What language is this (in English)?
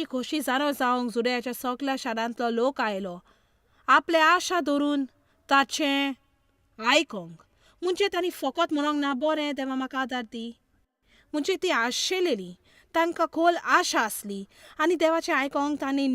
Konkani